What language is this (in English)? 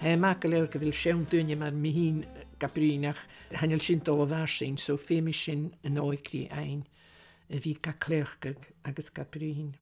Scottish Gaelic